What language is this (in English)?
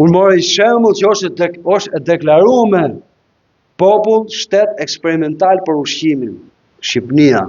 Albanian